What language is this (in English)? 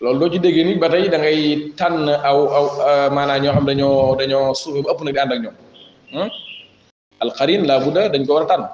Wolof